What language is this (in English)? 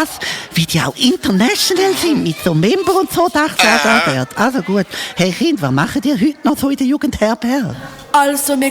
Swiss German